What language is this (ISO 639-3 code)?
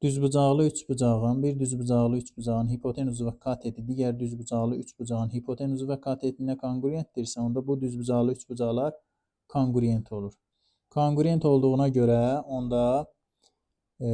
aze